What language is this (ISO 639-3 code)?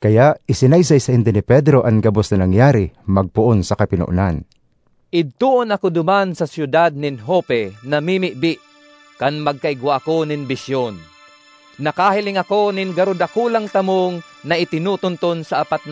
bik